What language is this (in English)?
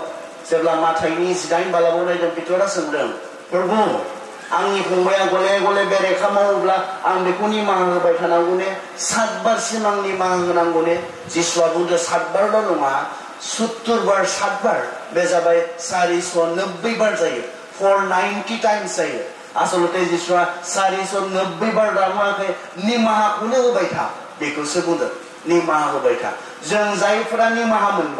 Bodo